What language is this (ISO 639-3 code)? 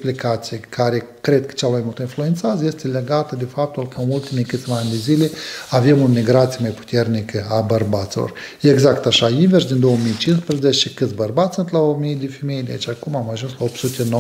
ron